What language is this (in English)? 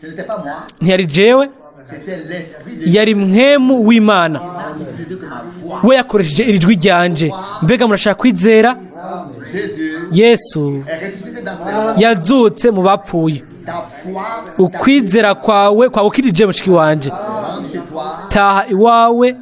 Rundi